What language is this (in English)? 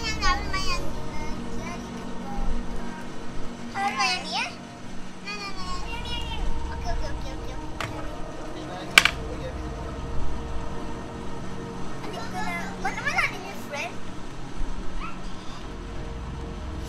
Malay